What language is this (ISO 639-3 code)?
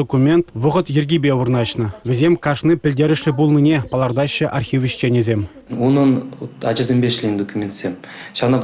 chv